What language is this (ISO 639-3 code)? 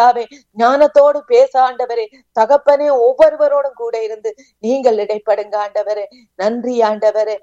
tam